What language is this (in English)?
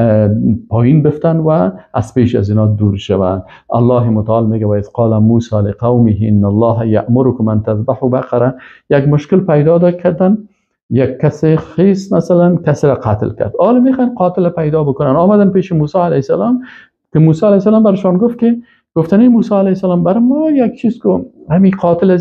Persian